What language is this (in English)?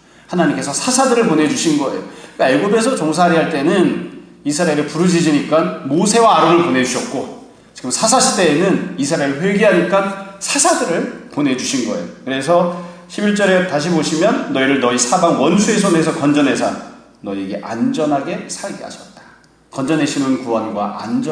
Korean